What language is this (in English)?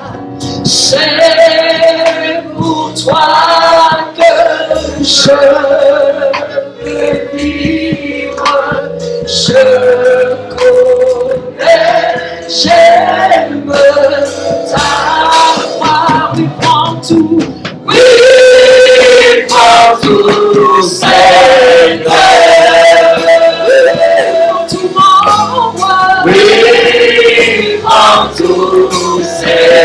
French